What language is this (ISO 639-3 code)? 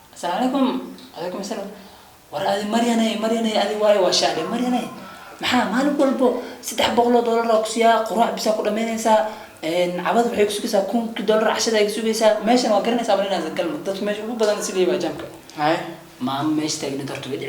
som